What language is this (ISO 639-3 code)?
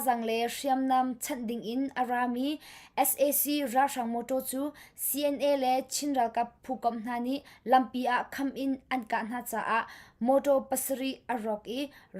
cnh